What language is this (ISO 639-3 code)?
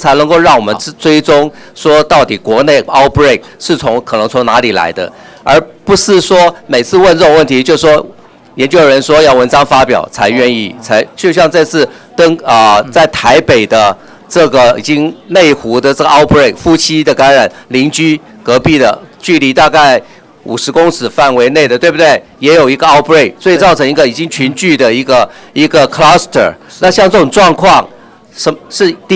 zho